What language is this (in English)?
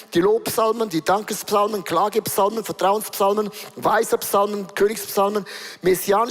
Swiss German